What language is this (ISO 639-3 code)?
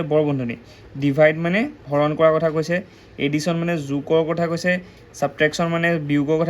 asm